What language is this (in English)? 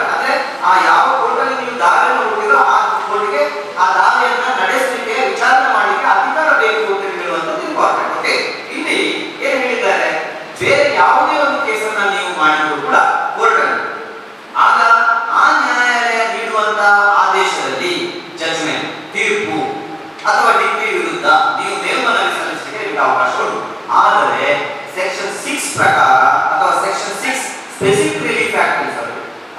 Kannada